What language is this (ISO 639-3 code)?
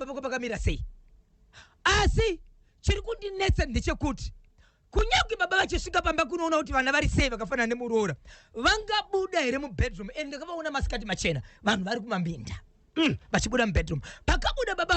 sna